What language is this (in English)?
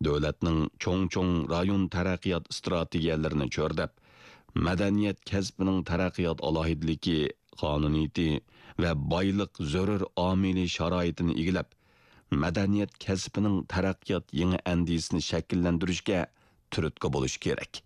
Uyghur